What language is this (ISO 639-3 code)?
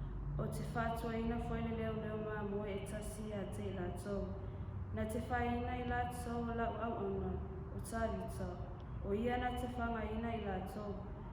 smo